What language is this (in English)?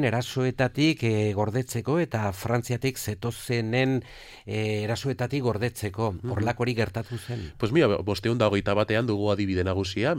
Basque